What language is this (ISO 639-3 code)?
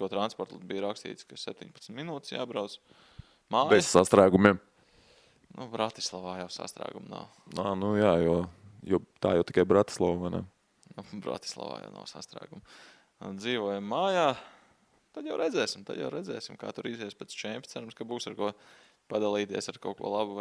lav